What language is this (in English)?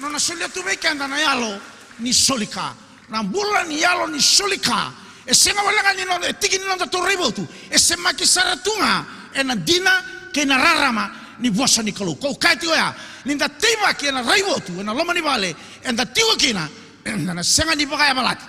Fijian